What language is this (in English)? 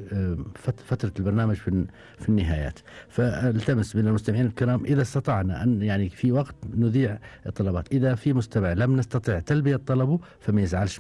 Gulf Arabic